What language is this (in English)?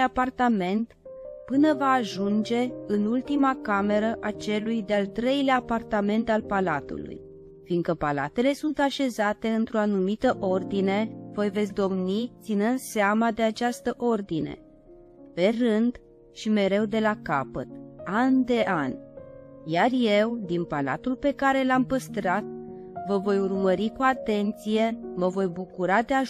Romanian